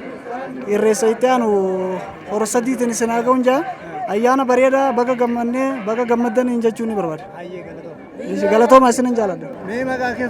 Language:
Oromo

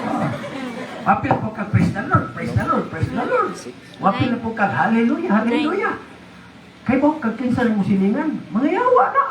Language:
Cebuano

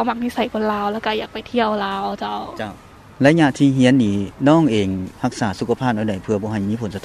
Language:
Lao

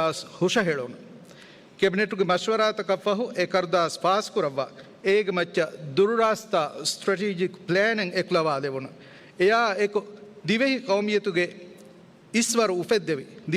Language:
Divehi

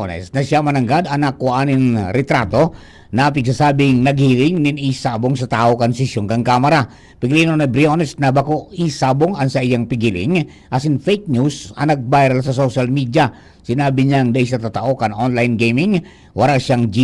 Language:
Bikol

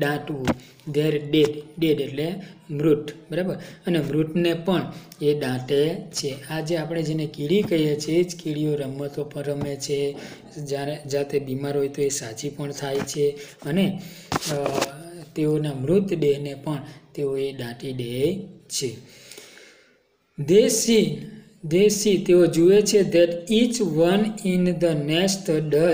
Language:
Gujarati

